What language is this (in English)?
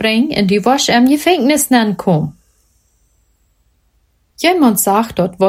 German